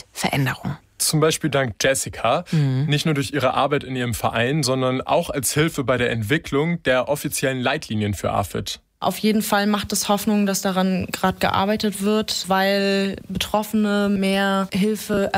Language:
German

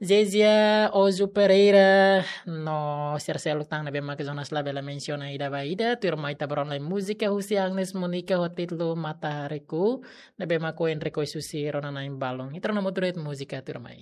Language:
Tetum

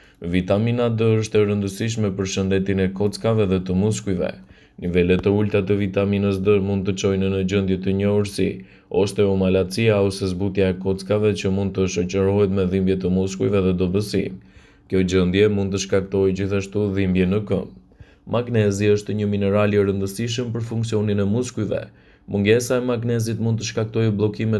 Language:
Albanian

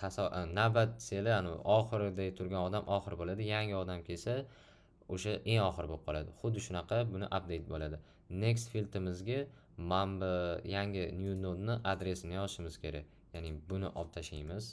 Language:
Uzbek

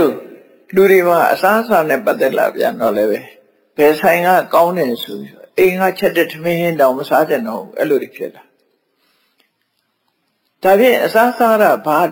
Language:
Burmese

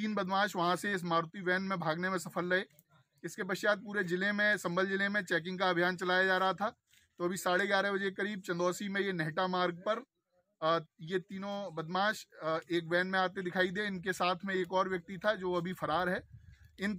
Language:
Hindi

